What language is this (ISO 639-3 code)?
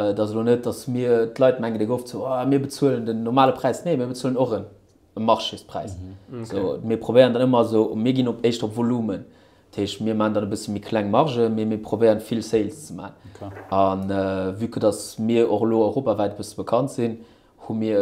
ltz